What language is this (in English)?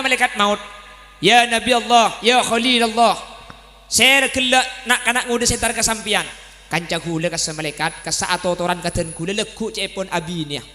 Madurese